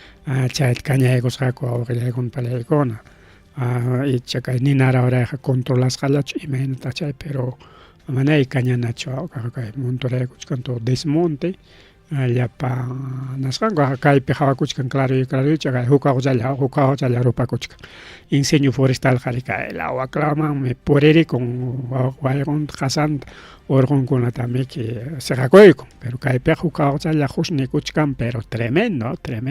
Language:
Ayacucho Quechua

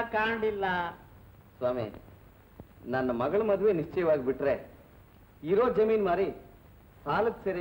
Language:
Kannada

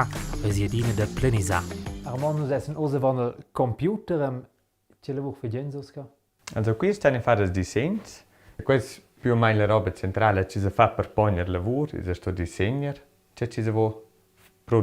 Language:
Romansh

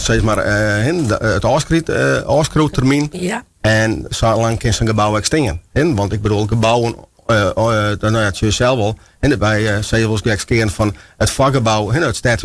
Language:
Western Frisian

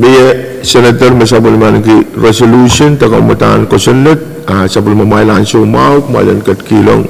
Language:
Pohnpeian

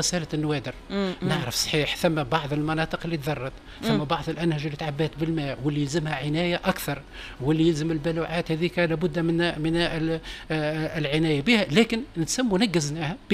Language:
Tunisian Arabic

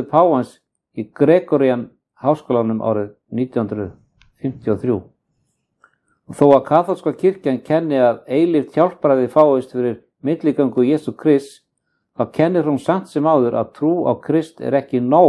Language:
Icelandic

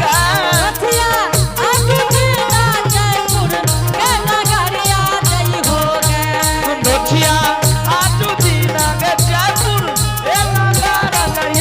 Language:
Angika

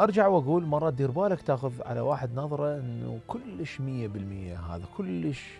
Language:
Mesopotamian Arabic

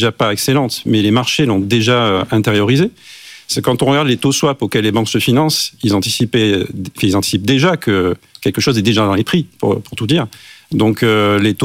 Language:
French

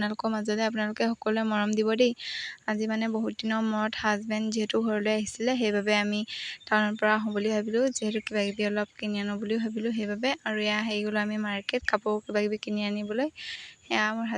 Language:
Assamese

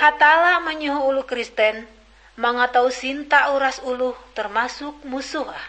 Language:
Ngaju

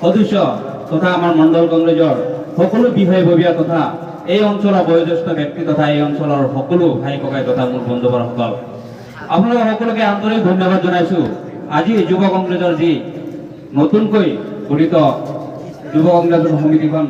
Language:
Assamese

